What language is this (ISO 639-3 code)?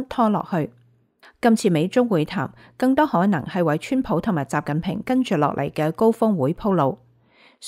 yue